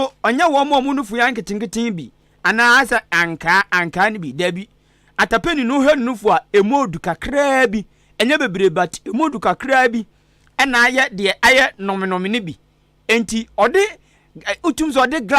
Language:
Akan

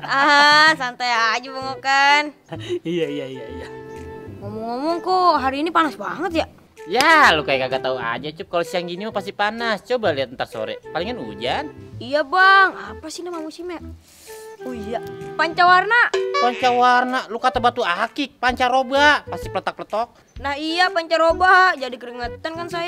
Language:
Betawi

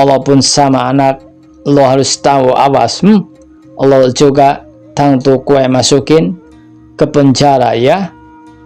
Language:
Sundanese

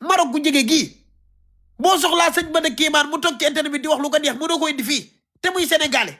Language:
Wolof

